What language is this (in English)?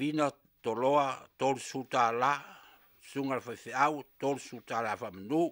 Samoan